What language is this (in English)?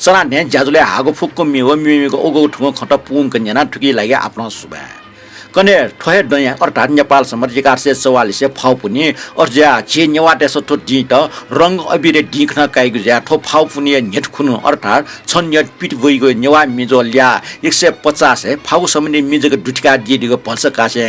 Newari